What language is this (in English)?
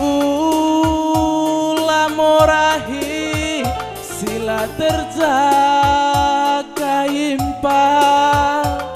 Batak Karo